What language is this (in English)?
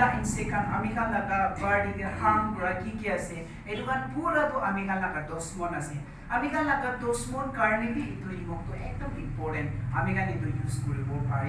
Naga Pidgin